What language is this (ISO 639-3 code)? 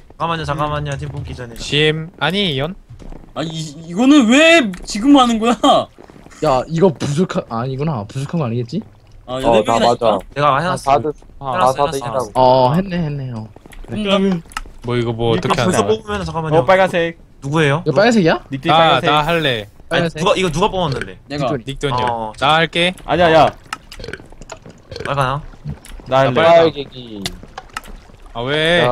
kor